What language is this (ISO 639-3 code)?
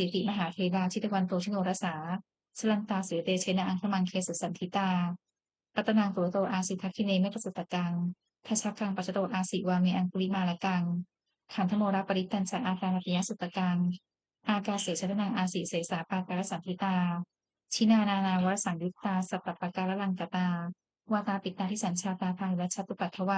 pli